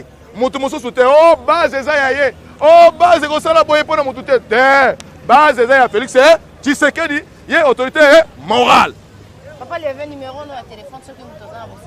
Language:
Lingala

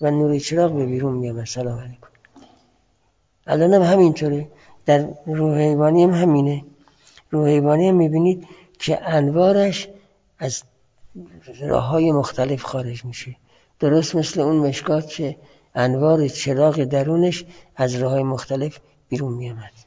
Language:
Persian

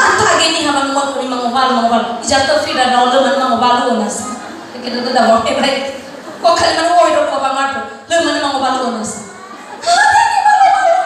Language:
Nias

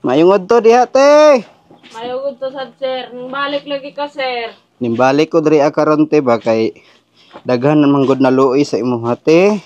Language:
Cebuano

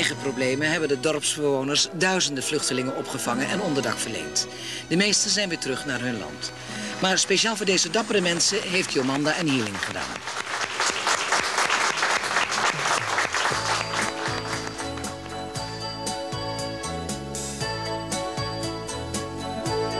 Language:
Dutch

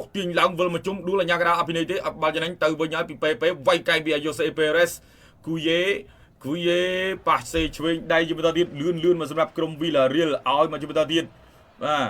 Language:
Khmer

